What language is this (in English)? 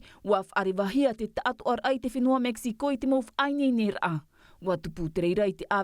Tahitian